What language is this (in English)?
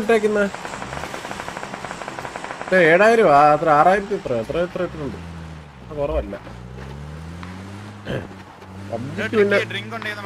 Malayalam